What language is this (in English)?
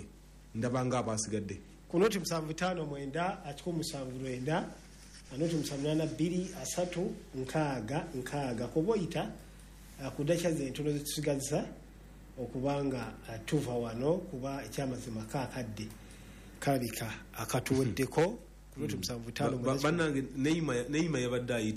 Ganda